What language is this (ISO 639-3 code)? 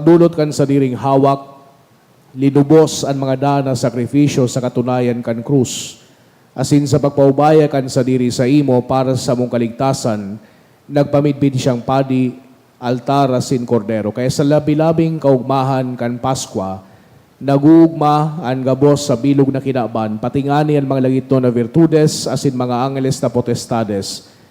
bik